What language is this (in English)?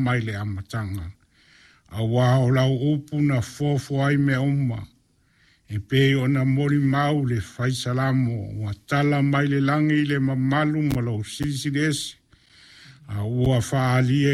Samoan